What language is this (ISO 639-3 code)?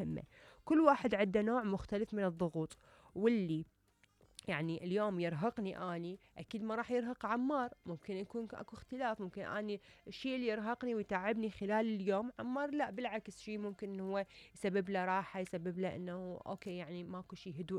acm